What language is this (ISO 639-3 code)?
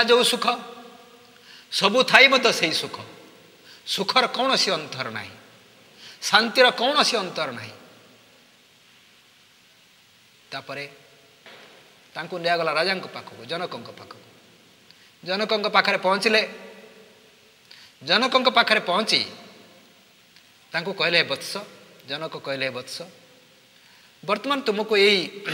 ori